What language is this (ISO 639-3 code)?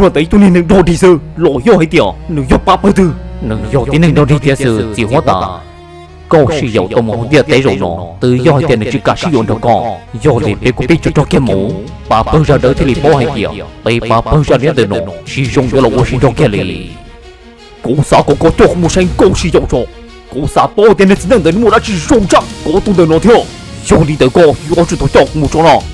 hmn